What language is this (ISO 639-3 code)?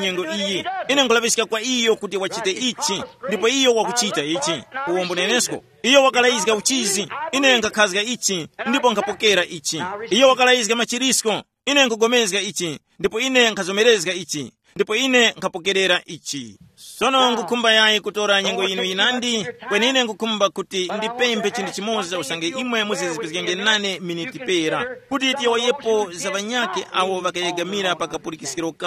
tum